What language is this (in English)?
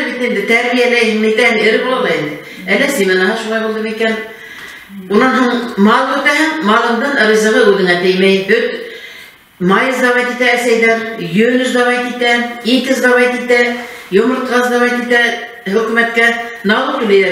Bashkir